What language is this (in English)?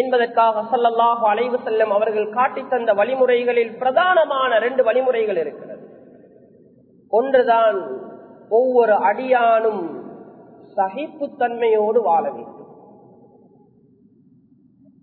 Tamil